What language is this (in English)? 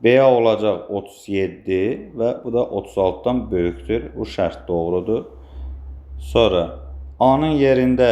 Azerbaijani